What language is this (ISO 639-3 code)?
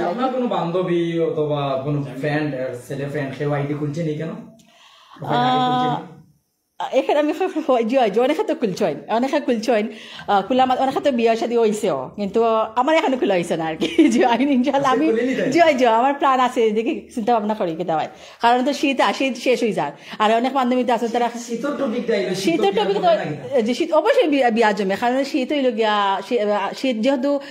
syl